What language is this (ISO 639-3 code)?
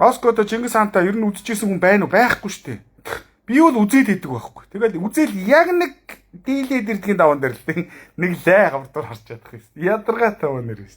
mon